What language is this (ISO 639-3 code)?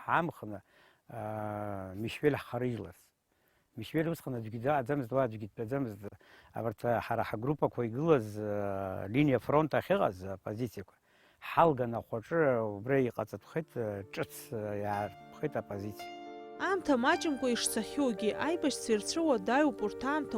abk